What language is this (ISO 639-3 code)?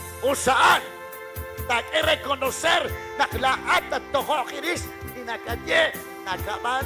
kek